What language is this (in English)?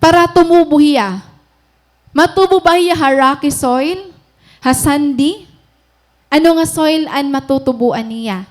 Waray